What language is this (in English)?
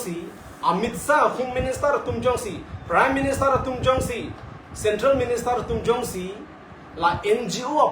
Karbi